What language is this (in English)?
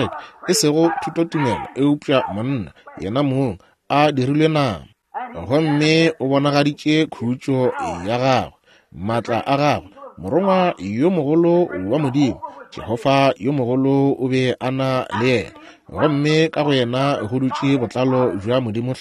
Northern Sotho